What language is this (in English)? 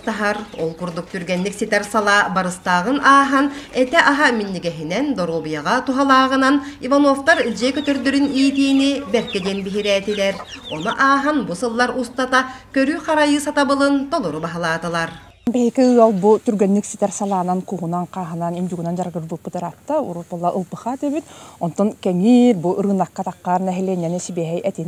Yakut